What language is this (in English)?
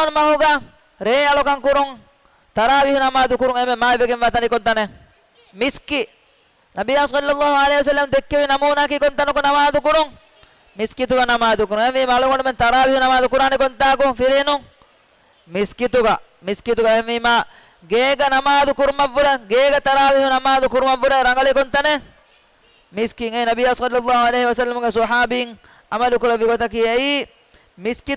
Divehi